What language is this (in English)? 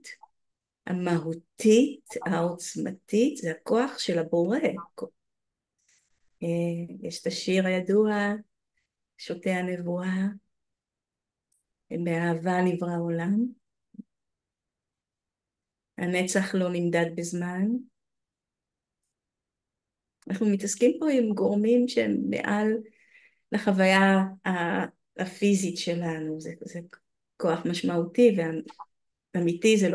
Hebrew